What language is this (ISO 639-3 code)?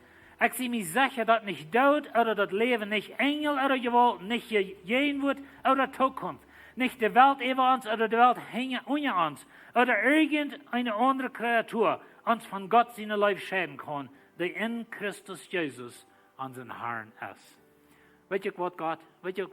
pdt